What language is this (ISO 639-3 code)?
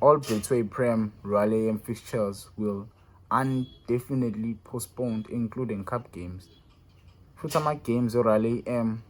zul